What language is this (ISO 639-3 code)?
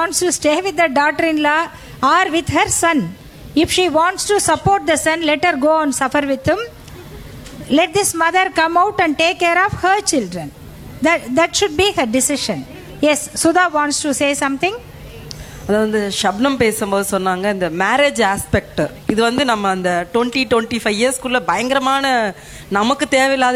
tam